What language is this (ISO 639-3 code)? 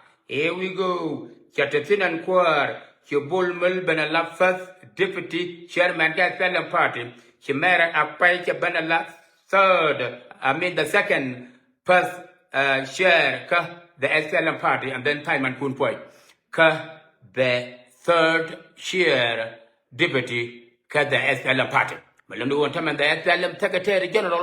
nus